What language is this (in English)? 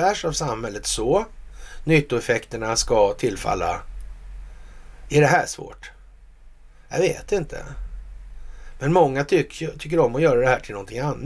Swedish